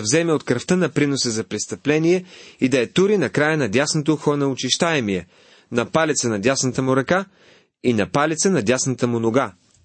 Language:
Bulgarian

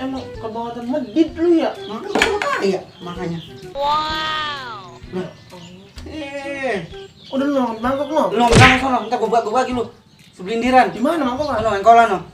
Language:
Betawi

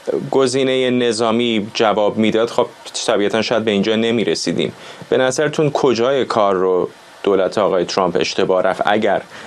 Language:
Persian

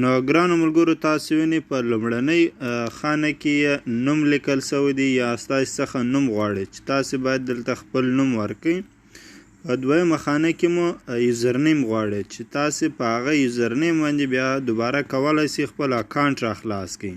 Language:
Pashto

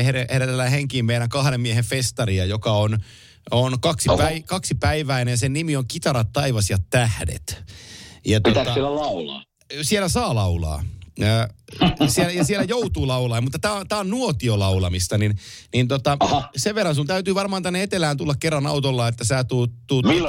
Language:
Finnish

